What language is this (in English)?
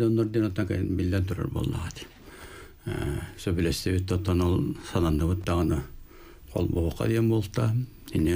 Yakut